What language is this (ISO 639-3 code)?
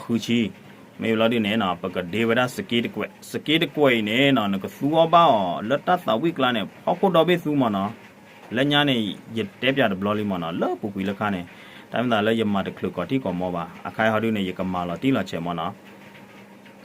ksw